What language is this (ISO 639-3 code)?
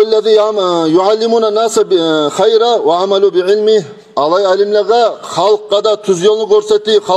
kum